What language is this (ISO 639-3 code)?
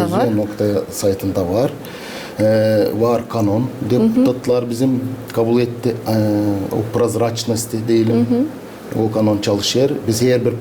gag